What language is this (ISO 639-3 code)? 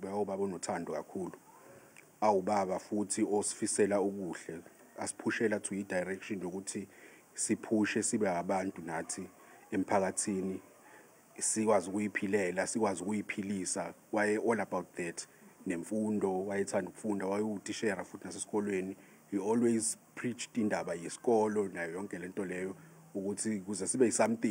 zul